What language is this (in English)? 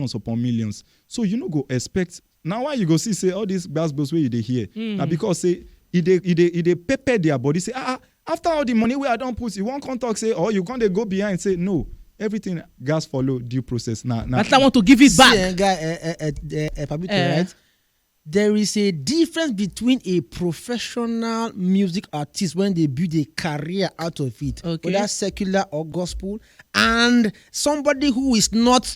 Nigerian Pidgin